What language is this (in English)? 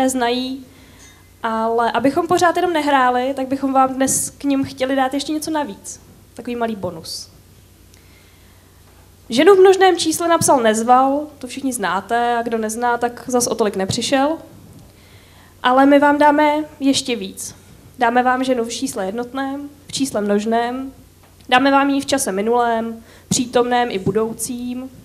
Czech